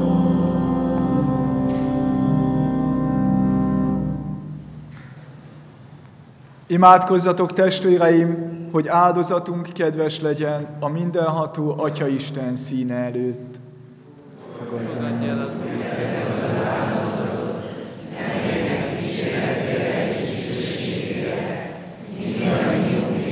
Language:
Hungarian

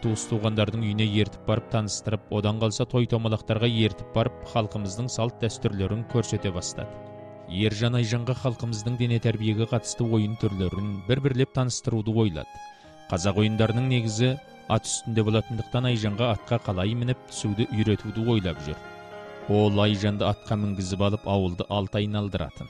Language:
Kazakh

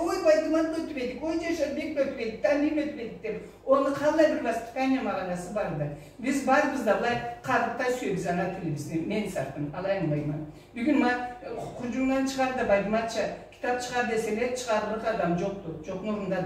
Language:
Karachay-Balkar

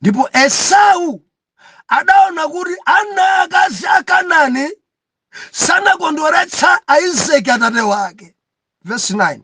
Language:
Nyanja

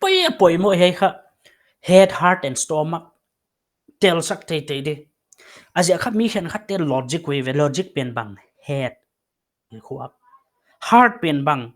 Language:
Paite Chin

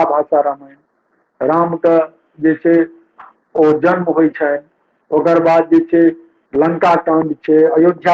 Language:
Maithili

